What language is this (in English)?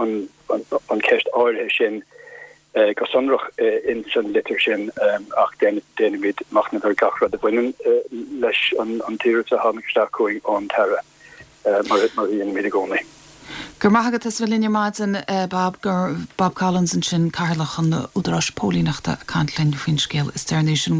Irish